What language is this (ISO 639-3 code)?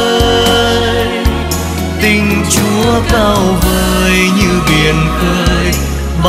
vie